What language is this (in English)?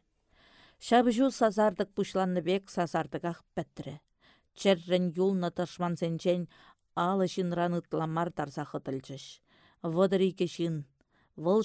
Chuvash